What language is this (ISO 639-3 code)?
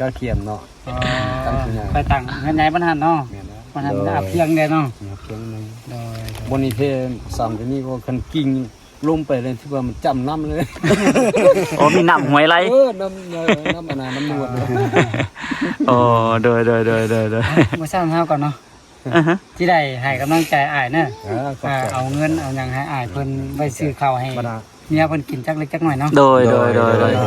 lao